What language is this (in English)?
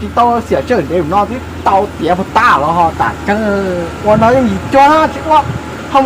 Hmong